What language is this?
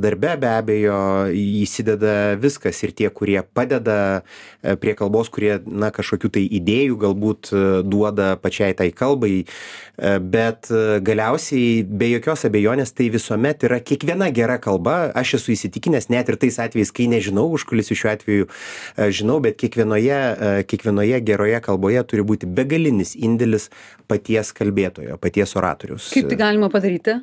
Lithuanian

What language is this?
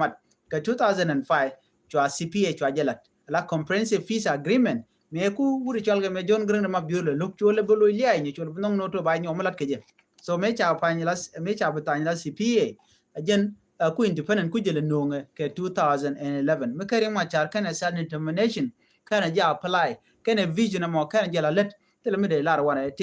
Nuer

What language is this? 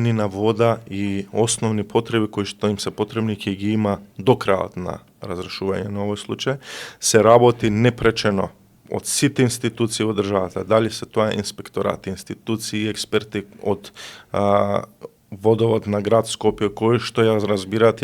Macedonian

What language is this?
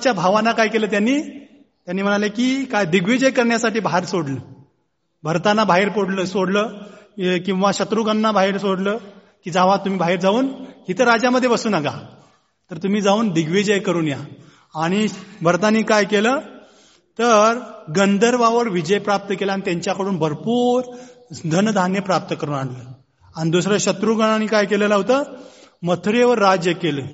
Marathi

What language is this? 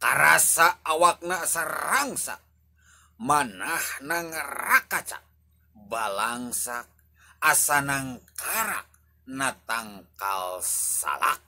Sundanese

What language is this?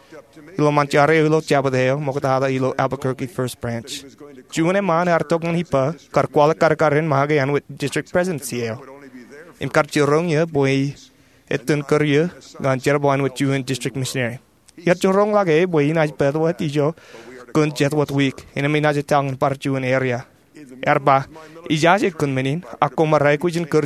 Marshallese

